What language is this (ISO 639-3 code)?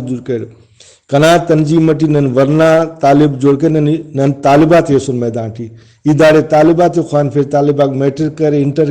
brh